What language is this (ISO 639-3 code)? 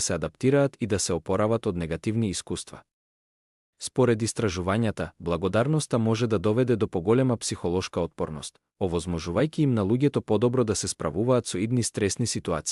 mkd